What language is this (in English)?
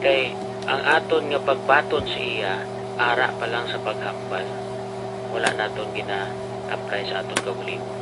Hiligaynon